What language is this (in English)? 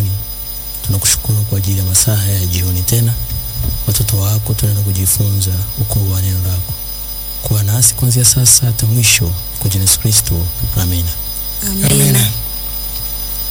Swahili